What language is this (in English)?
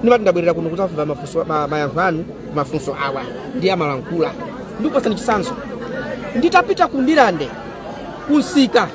Nyanja